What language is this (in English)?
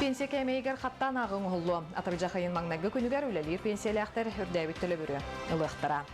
Yakut